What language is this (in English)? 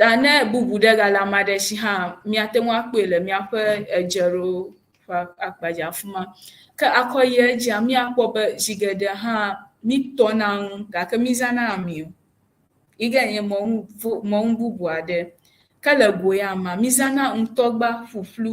Ewe